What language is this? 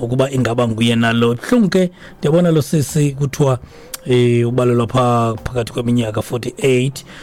Xhosa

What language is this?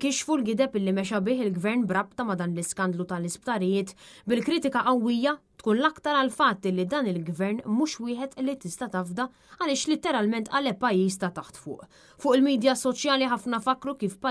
Maltese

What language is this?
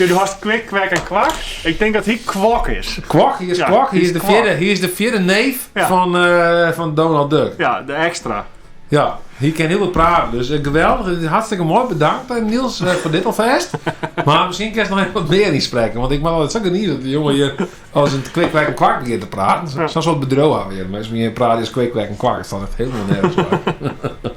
Western Frisian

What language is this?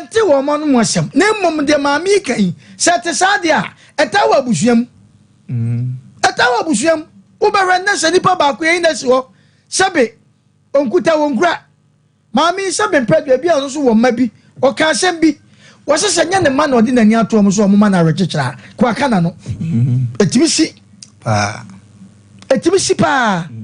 Akan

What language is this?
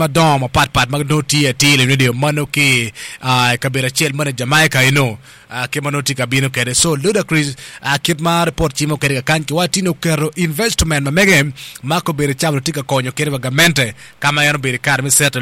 Acoli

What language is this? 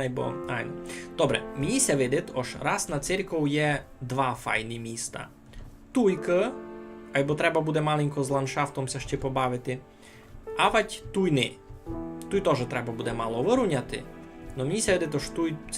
Rusyn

